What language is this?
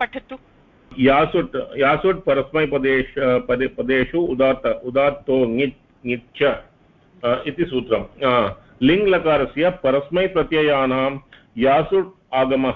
Sanskrit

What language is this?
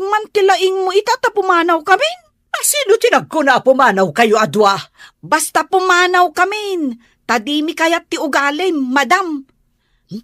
Iloko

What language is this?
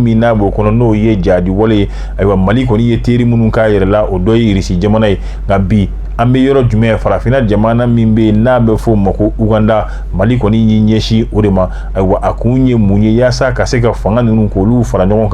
Bambara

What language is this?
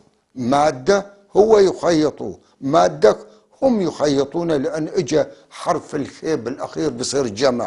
North Levantine Arabic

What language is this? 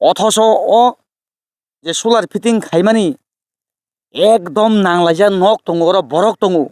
Kok Borok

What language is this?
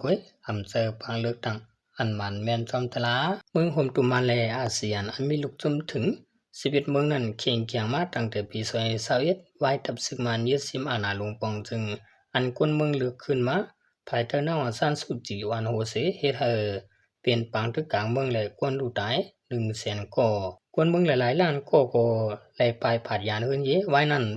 Shan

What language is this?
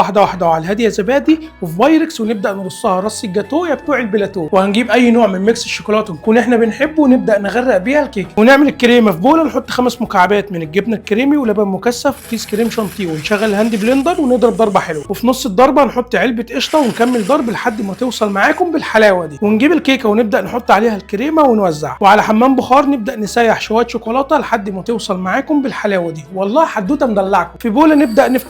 Egyptian Arabic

